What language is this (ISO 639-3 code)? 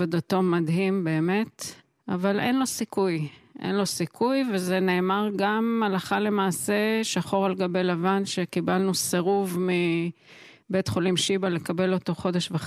heb